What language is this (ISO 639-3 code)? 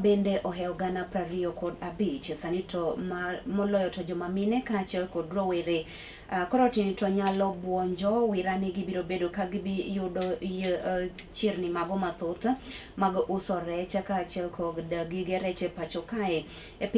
luo